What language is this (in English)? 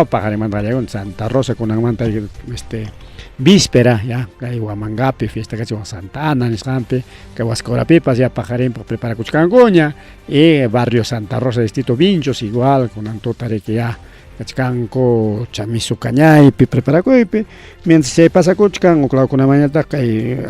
Ayacucho Quechua